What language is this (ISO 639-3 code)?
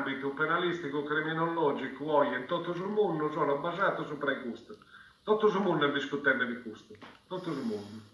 srd